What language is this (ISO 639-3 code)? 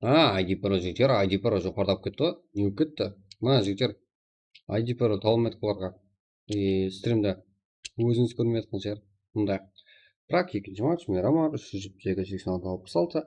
kaa